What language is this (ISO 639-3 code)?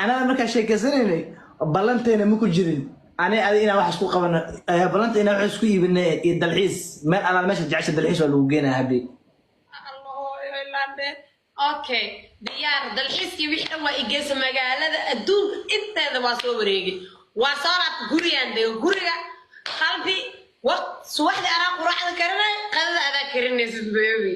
som